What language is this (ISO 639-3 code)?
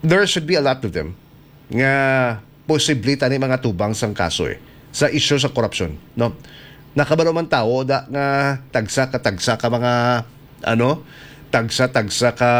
hil